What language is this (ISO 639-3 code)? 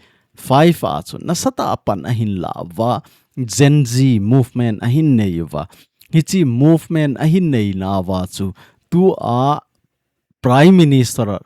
tcz